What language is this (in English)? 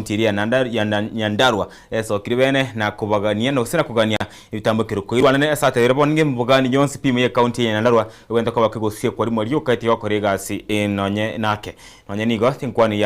Gusii